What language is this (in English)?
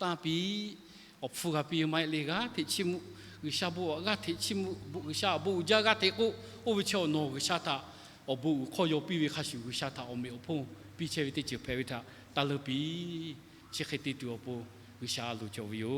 Lahu